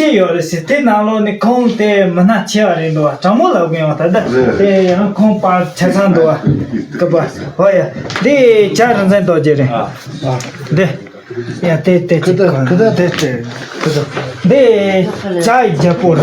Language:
Tibetan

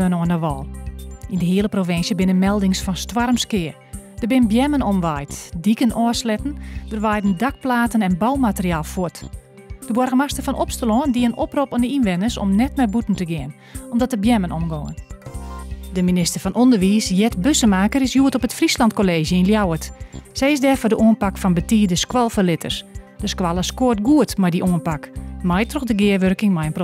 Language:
Western Frisian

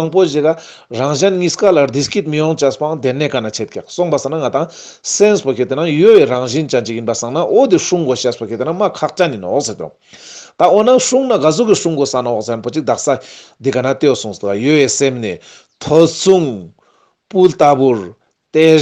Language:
Ladakhi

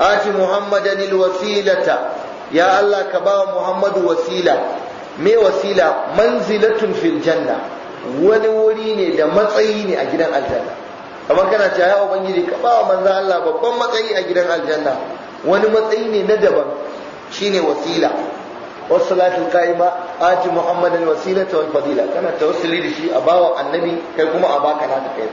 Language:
Hausa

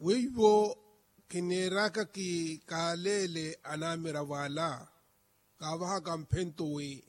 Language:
Makhuwa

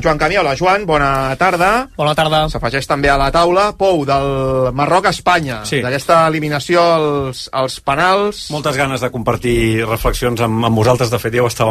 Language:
Catalan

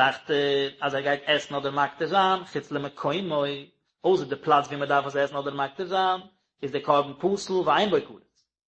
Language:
Yiddish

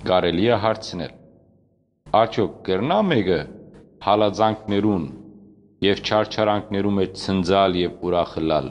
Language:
Western Armenian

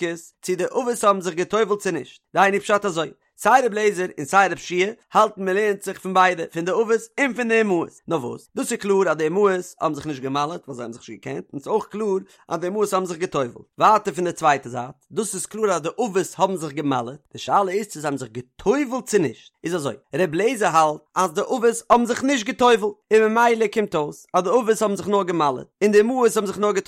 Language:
Yiddish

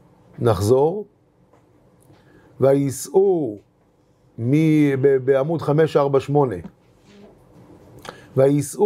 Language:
Hebrew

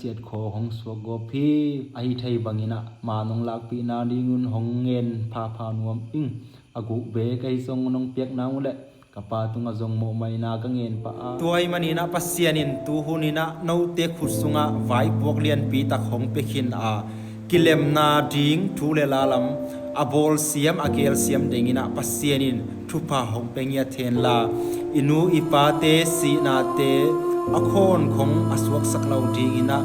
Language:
Tedim Chin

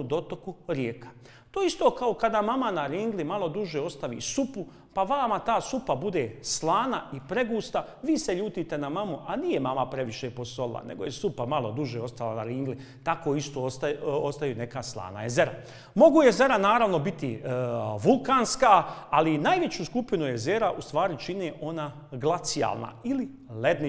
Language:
Bosnian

